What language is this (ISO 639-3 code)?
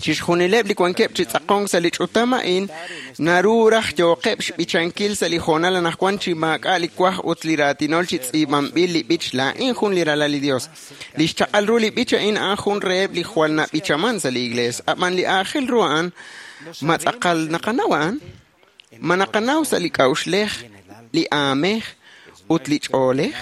kek